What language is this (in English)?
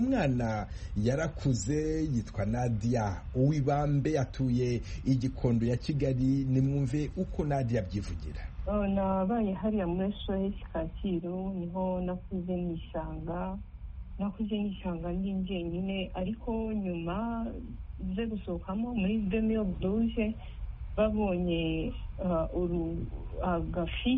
Kinyarwanda